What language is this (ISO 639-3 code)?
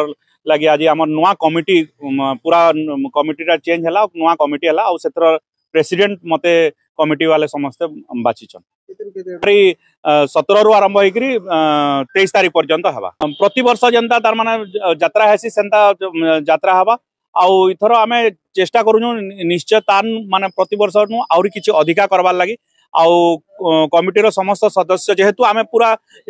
spv